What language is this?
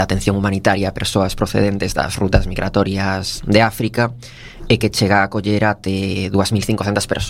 Galician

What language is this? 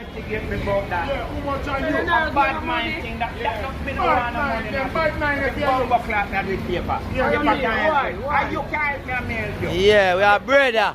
Jamaican Creole English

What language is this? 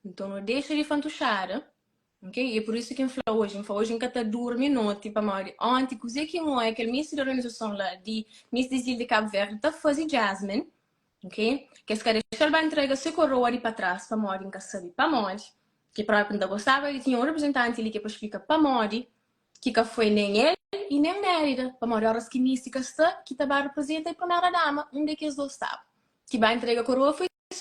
Kabuverdianu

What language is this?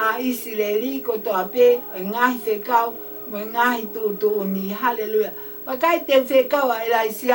Tongan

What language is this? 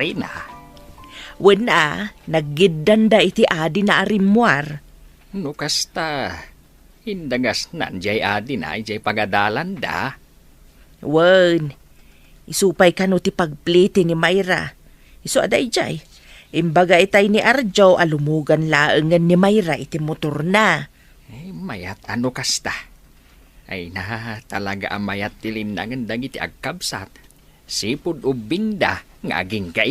Iloko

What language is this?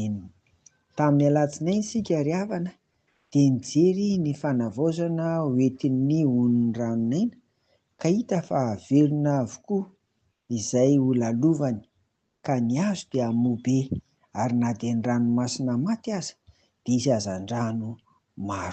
Malagasy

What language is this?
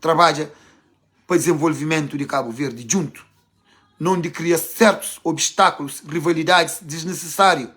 Kabuverdianu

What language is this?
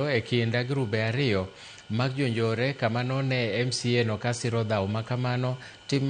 Luo (Kenya and Tanzania)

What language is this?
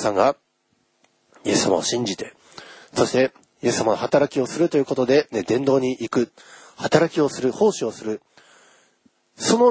Japanese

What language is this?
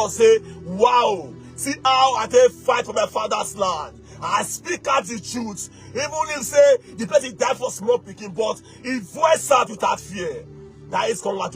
Nigerian Pidgin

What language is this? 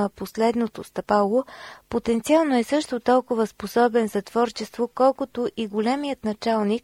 Bulgarian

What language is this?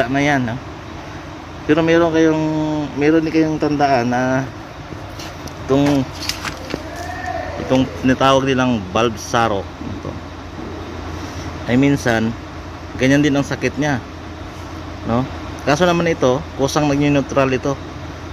Filipino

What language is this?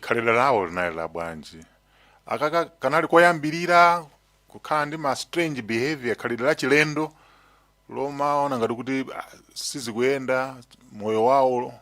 Nyanja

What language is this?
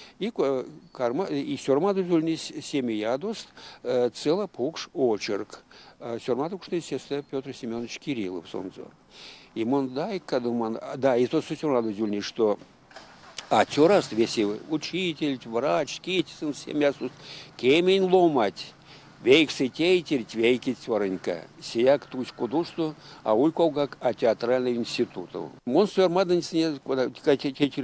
Erzya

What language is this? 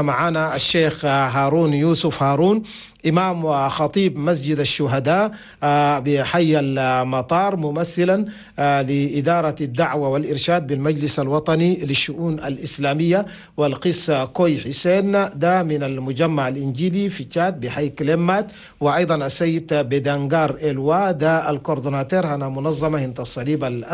Chadian Arabic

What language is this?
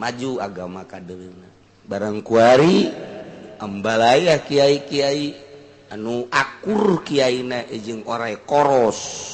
Sundanese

